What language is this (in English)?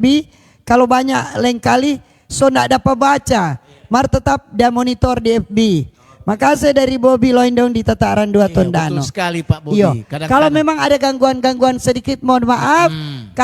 Manado Malay